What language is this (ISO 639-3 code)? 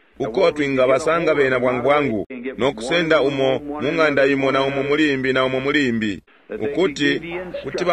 bem